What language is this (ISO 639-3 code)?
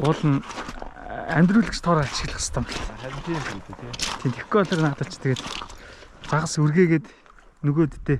mon